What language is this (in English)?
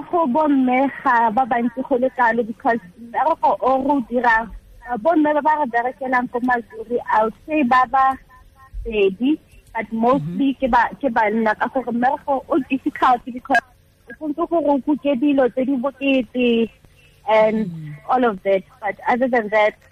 Tswana